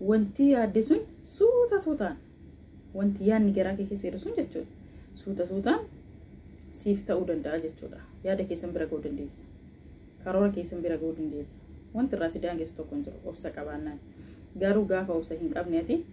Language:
Oromo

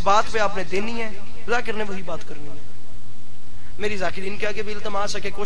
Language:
Urdu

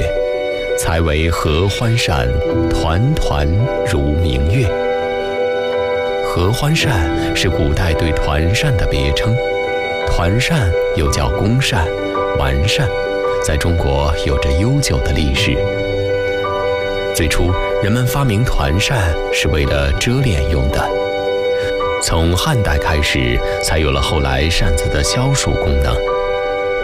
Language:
Chinese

